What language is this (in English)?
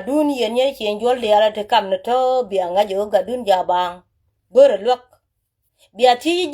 Nuer